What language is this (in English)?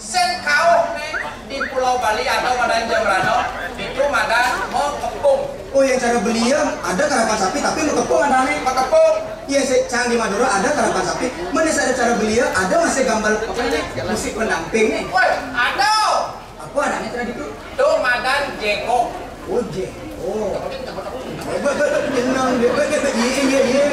Balinese